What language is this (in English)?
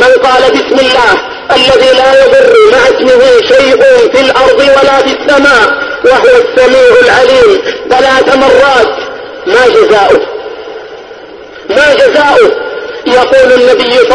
Arabic